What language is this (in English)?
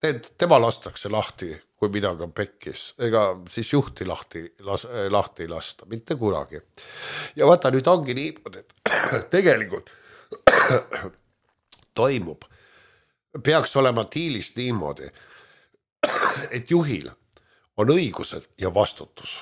Estonian